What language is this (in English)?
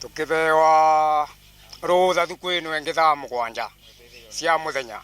Kikuyu